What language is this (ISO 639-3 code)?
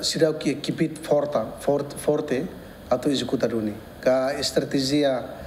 tet